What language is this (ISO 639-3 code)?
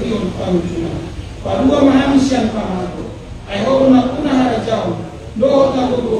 bbc